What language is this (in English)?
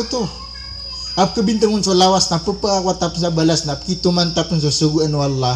Maranao